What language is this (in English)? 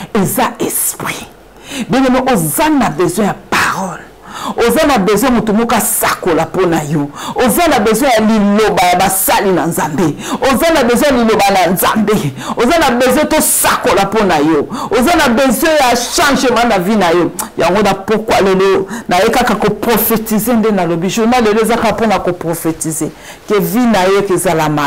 Lingala